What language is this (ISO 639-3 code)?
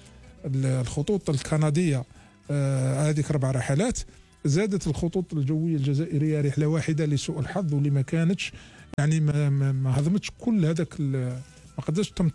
arq